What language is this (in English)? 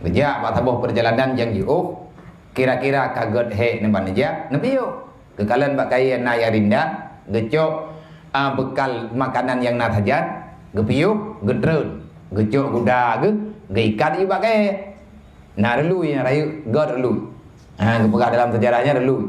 Achinese